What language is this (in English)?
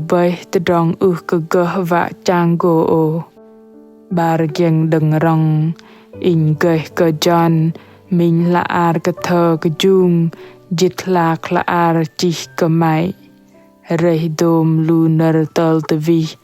Bahnar